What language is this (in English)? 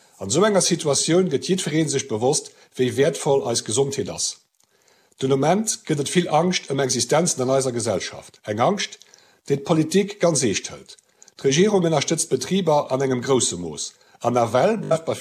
Luxembourgish